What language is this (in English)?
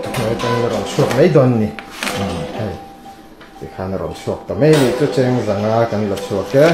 Mizo